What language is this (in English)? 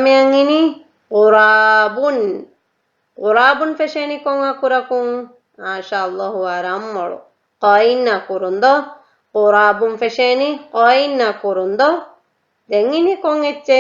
Divehi